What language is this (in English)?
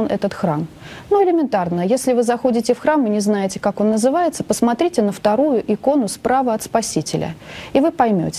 Russian